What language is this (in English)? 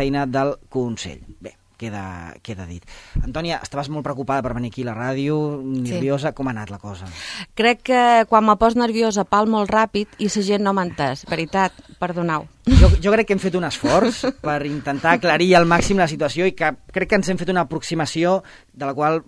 Catalan